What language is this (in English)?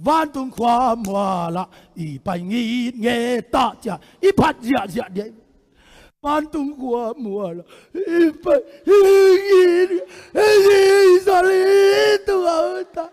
Tedim Chin